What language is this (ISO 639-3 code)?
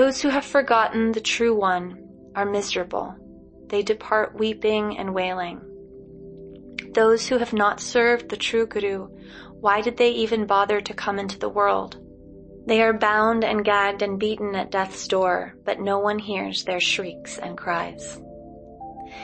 eng